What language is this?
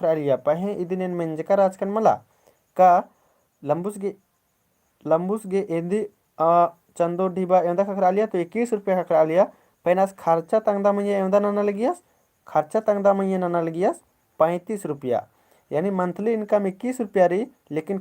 Kurukh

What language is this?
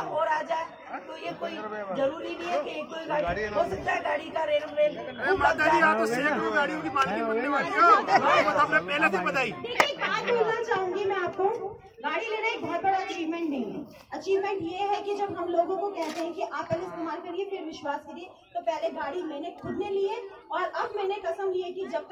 Hindi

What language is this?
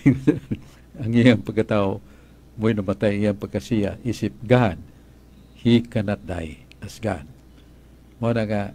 Cebuano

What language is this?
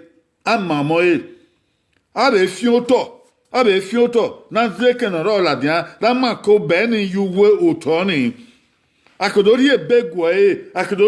Bini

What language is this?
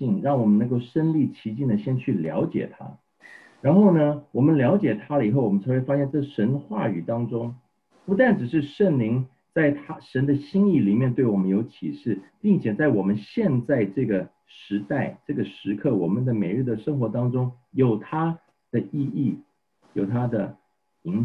Chinese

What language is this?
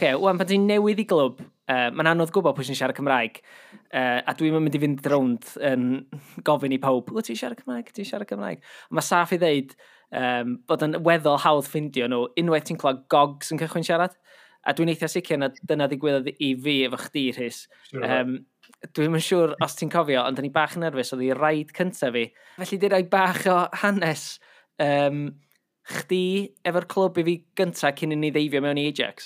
Welsh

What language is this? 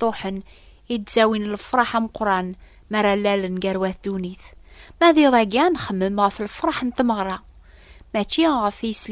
Kabyle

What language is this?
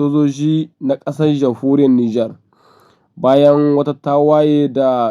Hausa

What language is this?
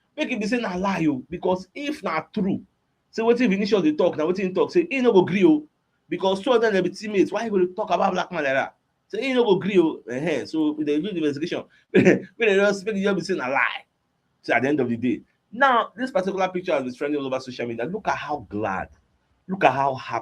Nigerian Pidgin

